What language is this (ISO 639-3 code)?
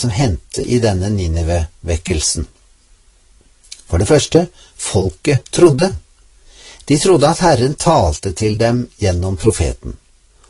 nor